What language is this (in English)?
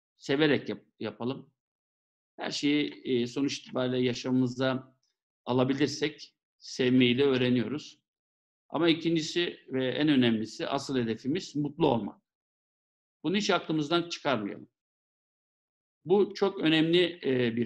Turkish